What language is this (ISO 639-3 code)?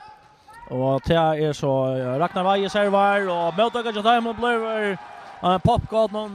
fao